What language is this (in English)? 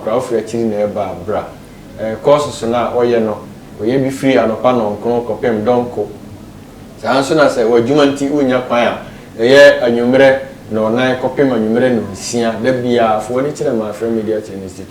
Akan